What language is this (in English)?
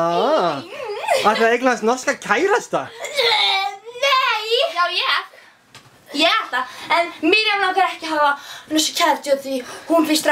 Icelandic